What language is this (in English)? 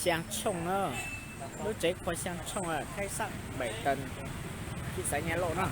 Hmong